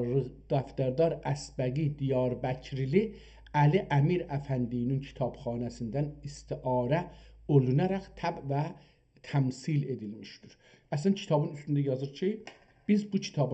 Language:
South Azerbaijani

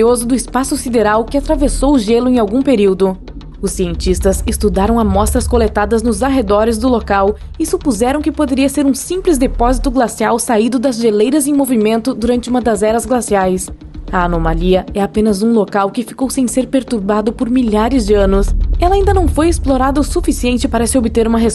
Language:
Portuguese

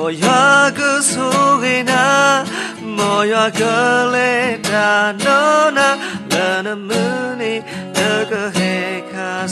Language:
S'gaw Karen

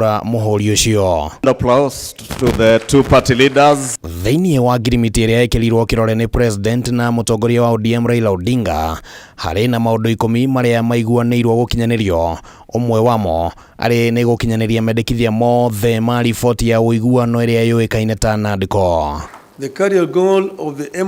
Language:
Kikuyu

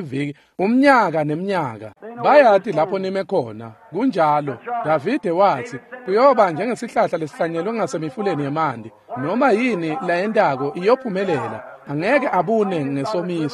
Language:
Swati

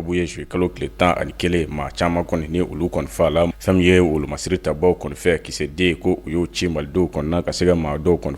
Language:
Bambara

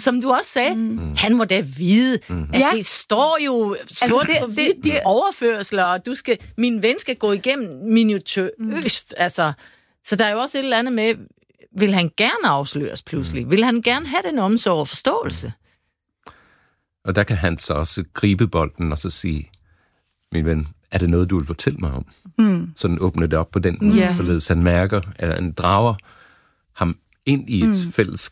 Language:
Danish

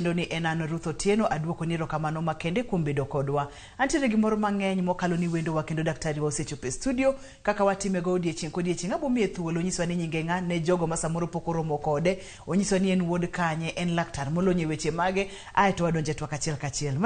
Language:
Luo (Kenya and Tanzania)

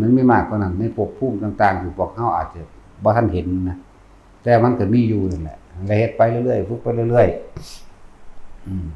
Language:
Northeastern Thai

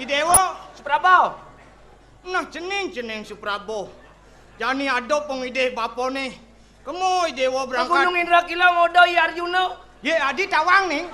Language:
Balinese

